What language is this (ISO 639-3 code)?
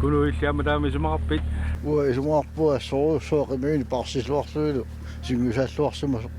kal